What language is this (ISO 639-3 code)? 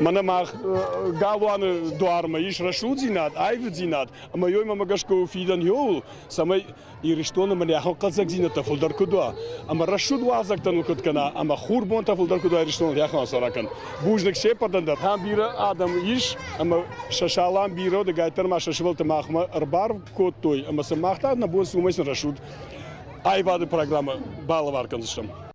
oss